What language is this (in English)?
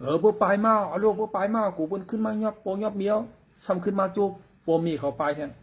Shan